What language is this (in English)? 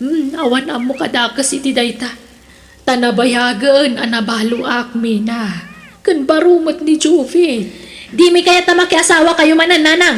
Iloko